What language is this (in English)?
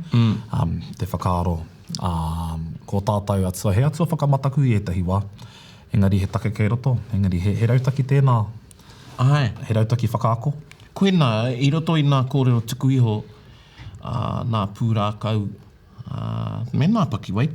Māori